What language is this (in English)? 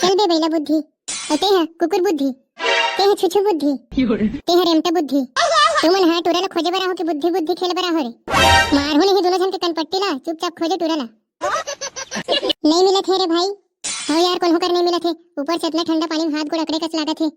Chhattisgarhi